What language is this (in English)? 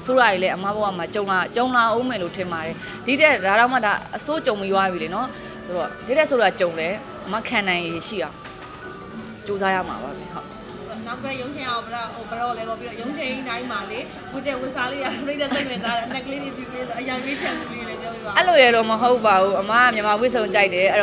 Burmese